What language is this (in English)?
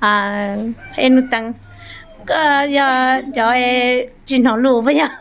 Hmong